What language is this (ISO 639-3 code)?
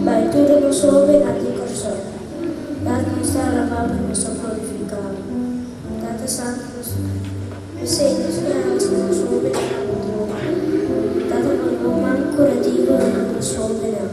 pap